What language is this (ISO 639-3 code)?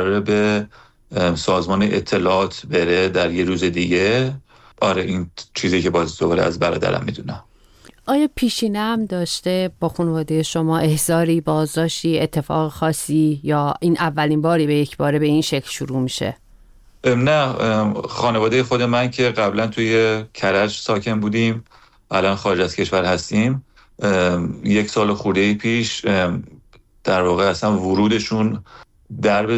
fas